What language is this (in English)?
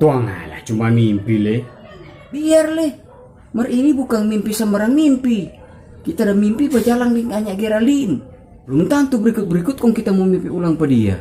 Manado Malay